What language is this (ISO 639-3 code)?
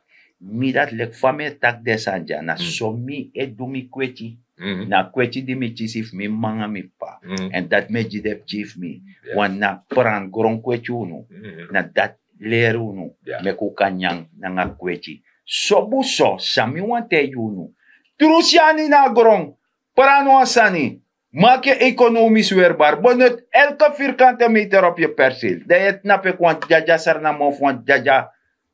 srn